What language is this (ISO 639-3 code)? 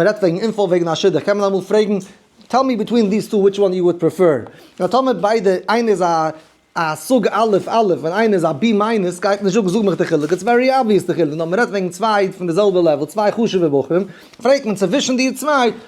yid